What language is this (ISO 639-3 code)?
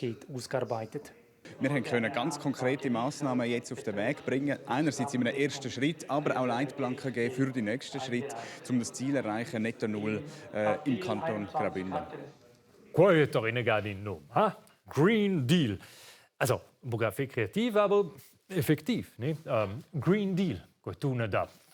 roh